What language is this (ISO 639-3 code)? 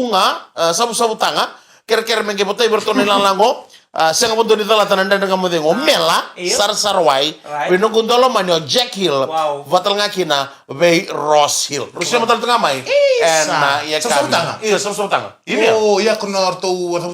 fij